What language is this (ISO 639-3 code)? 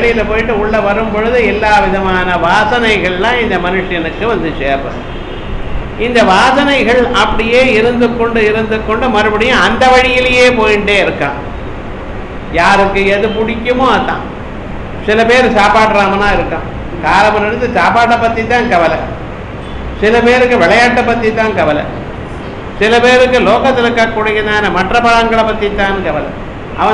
tam